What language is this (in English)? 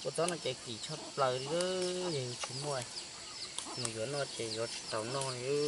Hmong